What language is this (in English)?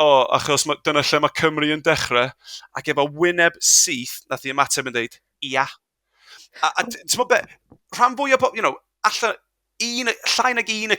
Welsh